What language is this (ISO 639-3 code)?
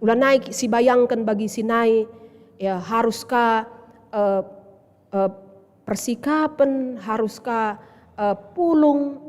btx